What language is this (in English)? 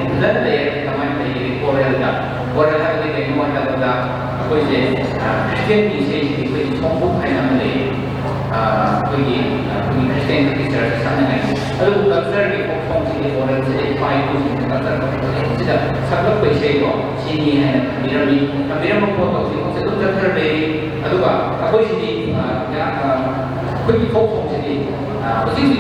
Manipuri